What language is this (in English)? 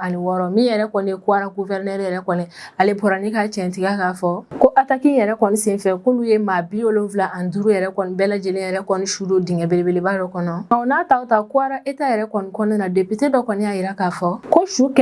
Bambara